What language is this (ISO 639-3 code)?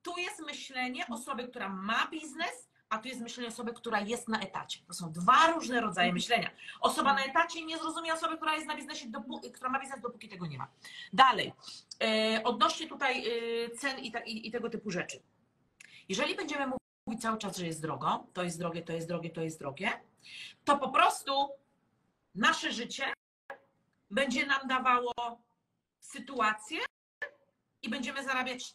pol